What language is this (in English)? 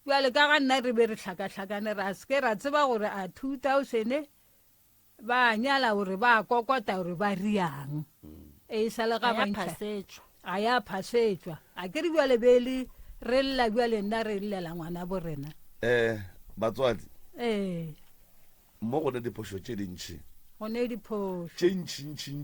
Northern Sotho